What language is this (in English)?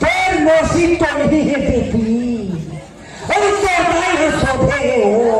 Chhattisgarhi